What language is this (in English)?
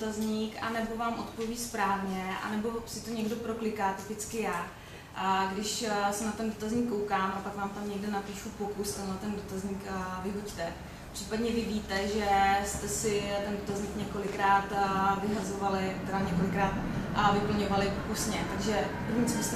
Czech